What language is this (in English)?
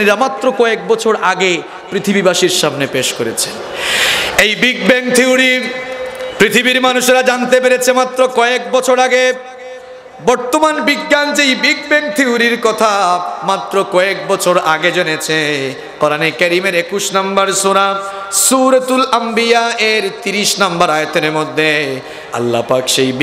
Bangla